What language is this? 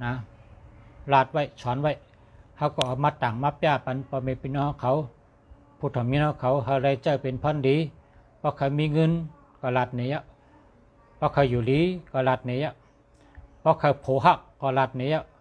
Shan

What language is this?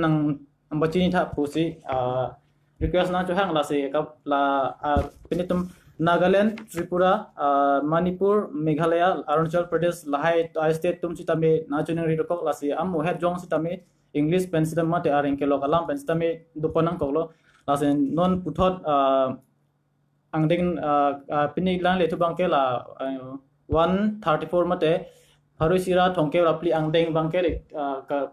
Karbi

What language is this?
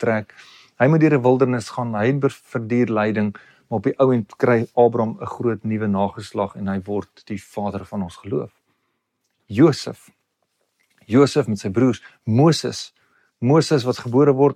Afrikaans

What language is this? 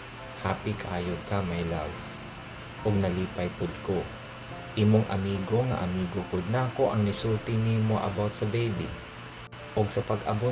Cebuano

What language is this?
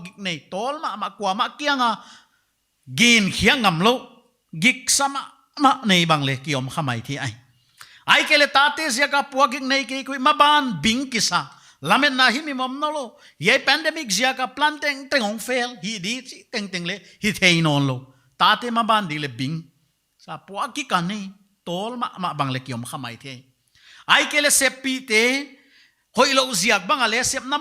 Paite Chin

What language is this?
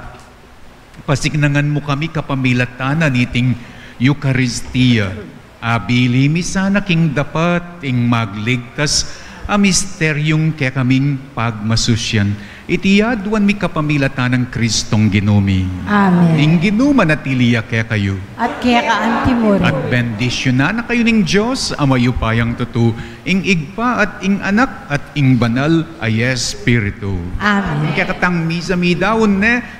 Pampanga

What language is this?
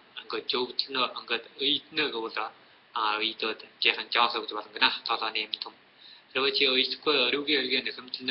Mongolian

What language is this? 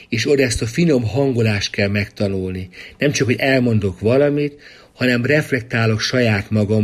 Hungarian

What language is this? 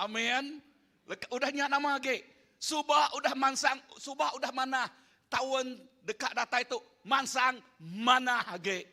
Iban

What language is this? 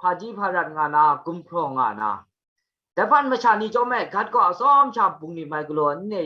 Kachin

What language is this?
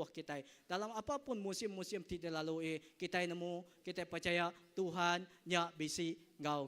Iban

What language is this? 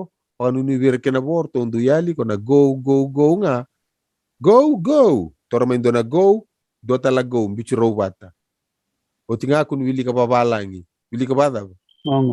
Fijian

